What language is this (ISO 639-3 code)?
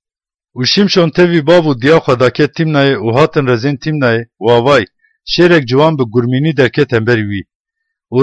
kur